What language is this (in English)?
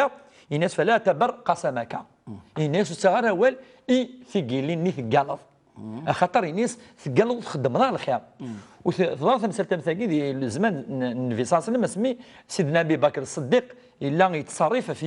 Kabyle